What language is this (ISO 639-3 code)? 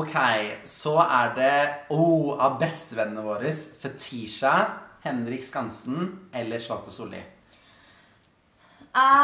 nor